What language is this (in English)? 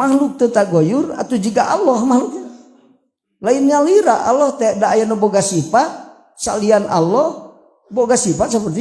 Sundanese